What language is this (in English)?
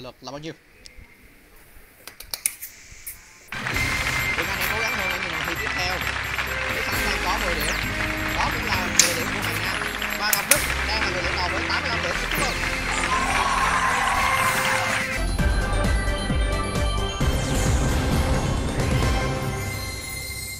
Vietnamese